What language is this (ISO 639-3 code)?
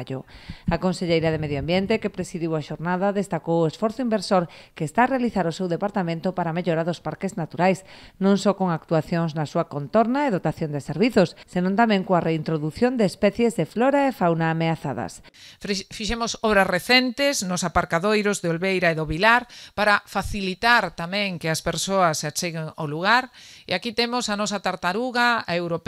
glg